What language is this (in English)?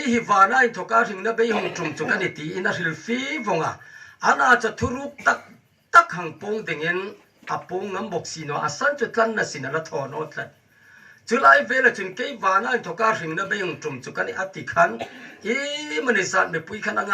Hmar